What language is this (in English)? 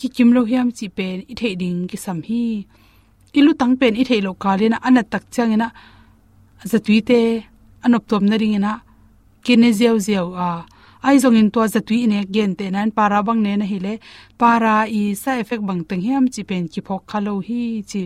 Tedim Chin